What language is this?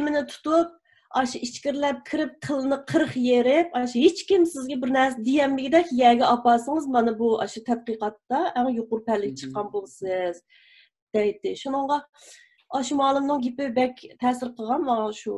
Uyghur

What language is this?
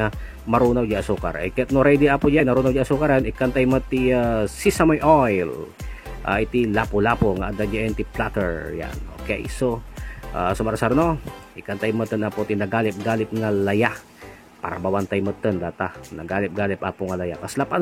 Iloko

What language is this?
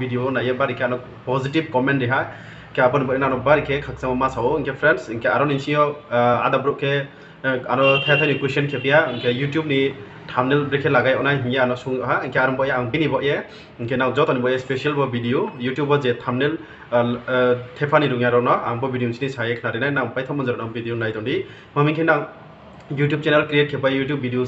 Riang (India)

